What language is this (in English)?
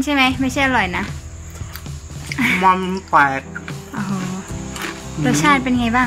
Thai